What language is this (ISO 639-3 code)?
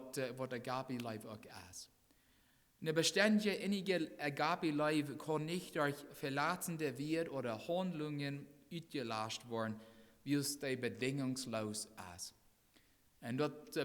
pdt